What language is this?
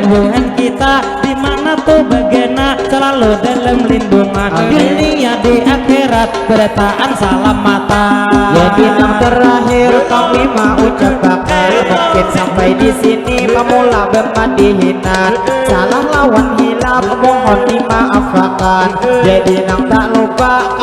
Banjar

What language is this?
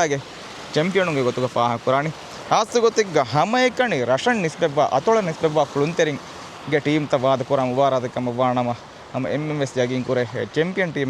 Divehi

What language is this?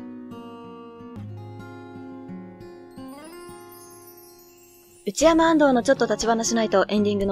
Japanese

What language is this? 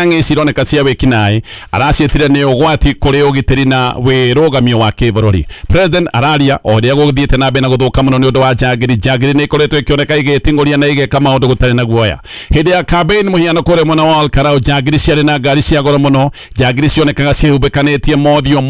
Kikuyu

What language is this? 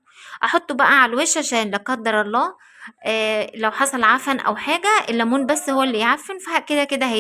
Egyptian Arabic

